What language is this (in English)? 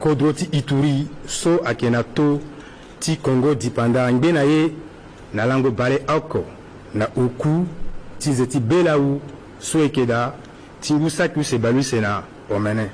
Sango